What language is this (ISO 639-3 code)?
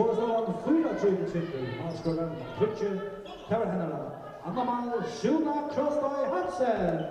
fao